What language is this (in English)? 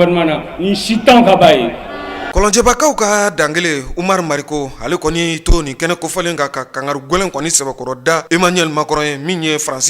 Bambara